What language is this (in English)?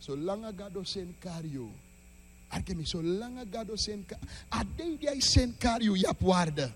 Sranan Tongo